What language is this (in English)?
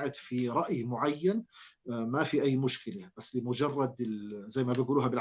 North Levantine Arabic